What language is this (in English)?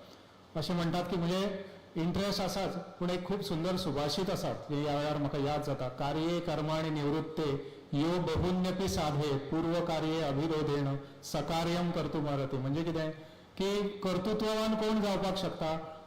Konkani